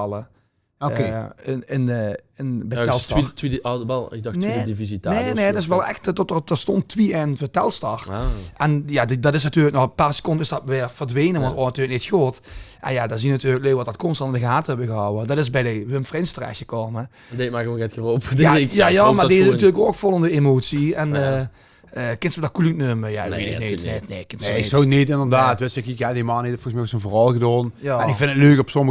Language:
Limburgish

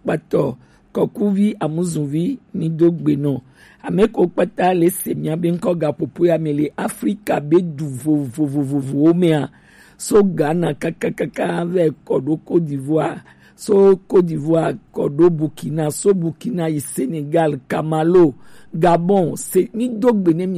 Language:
Gen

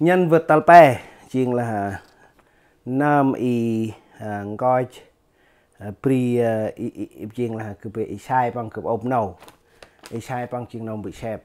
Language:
Central Mnong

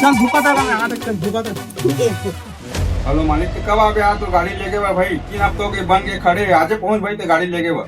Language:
Chhattisgarhi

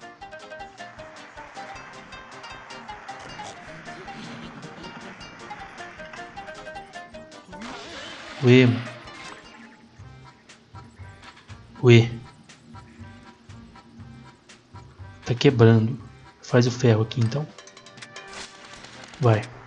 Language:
Portuguese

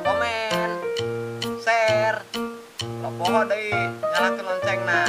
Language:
Sundanese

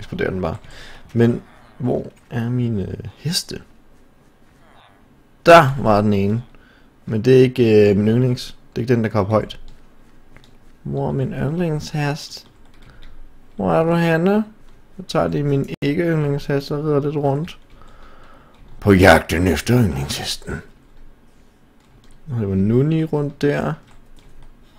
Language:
Danish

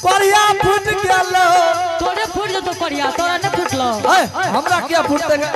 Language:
Angika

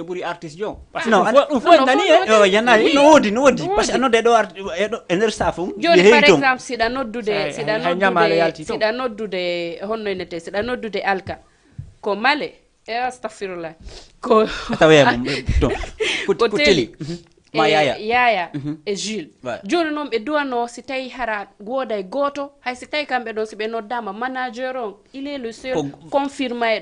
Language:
Fula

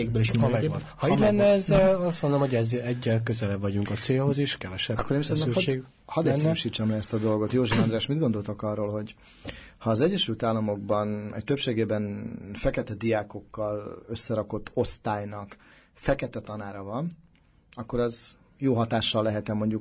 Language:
Hungarian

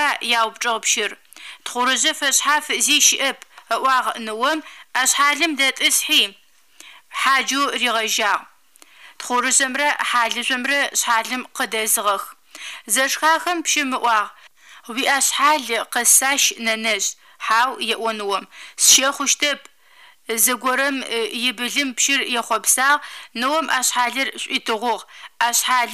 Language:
Adyghe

